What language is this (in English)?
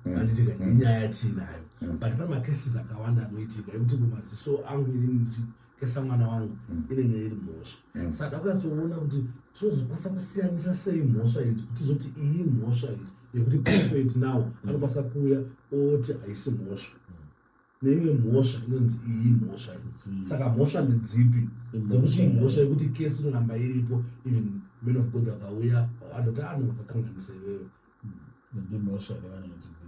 Shona